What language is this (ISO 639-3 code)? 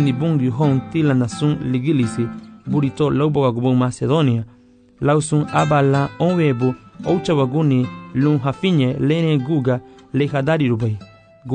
cab